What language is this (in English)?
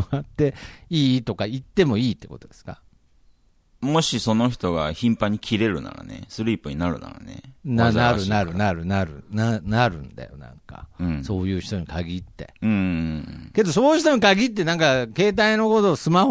Japanese